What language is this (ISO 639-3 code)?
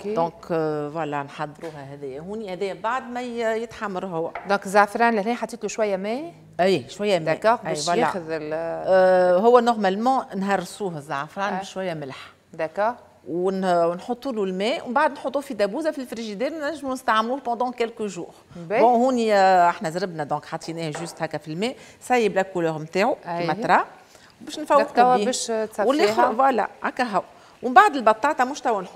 aeb